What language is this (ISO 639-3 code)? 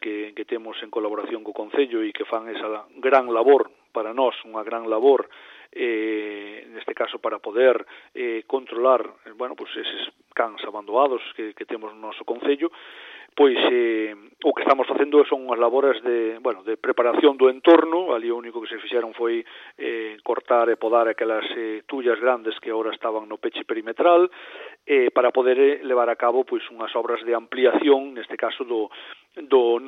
glg